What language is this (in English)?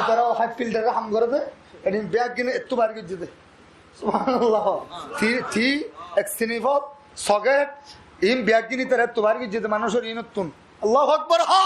Rohingya